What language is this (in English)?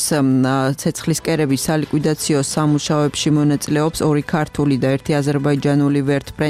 Georgian